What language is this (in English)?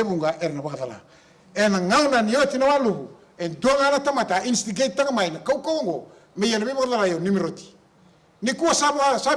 Fijian